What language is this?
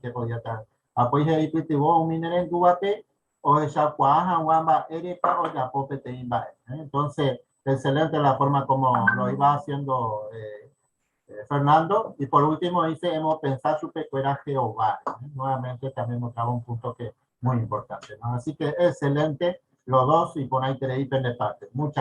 Guarani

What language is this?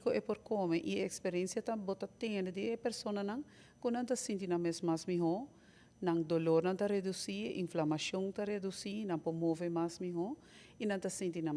Papiamento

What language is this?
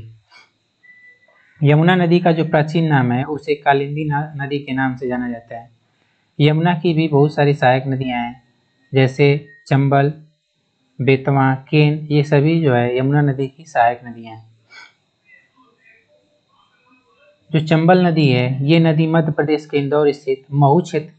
Hindi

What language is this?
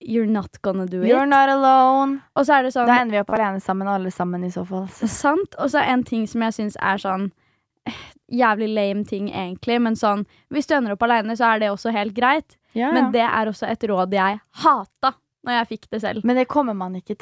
Norwegian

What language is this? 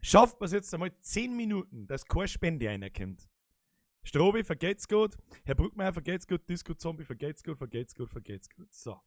Bavarian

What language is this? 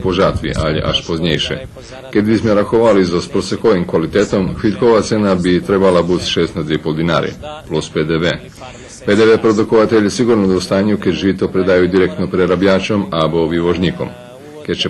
Rusyn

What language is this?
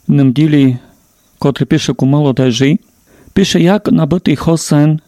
Rusyn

